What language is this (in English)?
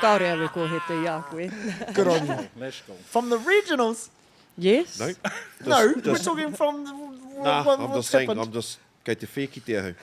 Māori